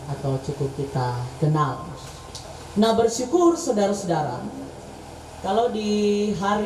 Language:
Indonesian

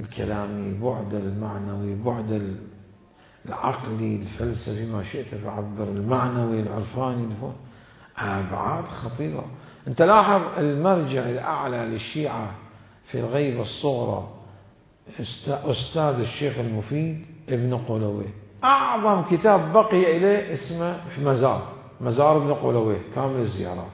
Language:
Mesopotamian Arabic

